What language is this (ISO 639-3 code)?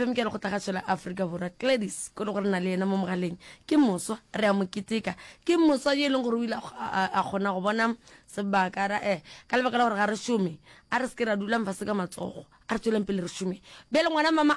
nso